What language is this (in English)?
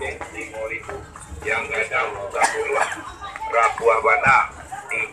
Minangkabau